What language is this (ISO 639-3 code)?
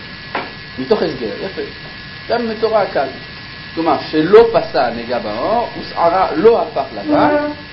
heb